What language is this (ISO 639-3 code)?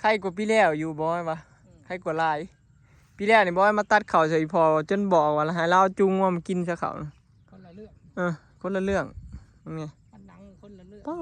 tts